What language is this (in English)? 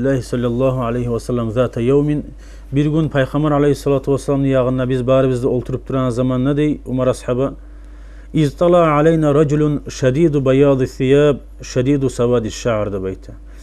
Kumyk